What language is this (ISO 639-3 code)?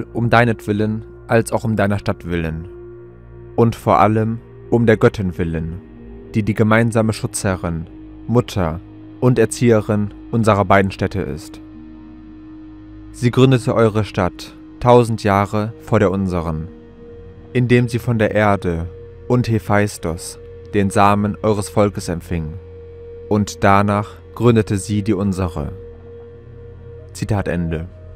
deu